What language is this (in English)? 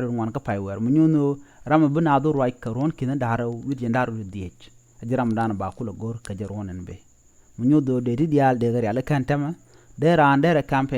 Nuer